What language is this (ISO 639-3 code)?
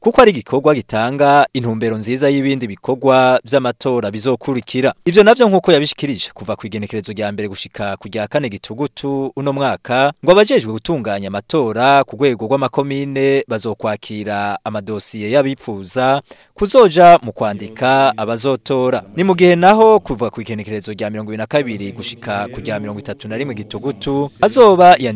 run